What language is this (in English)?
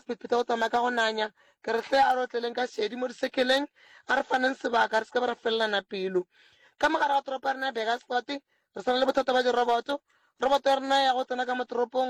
Northern Sotho